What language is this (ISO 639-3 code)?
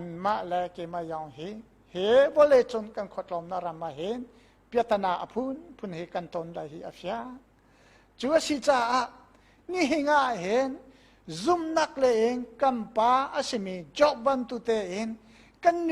cnh